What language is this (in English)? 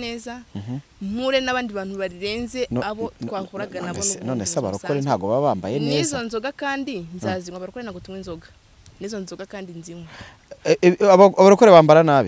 Kinyarwanda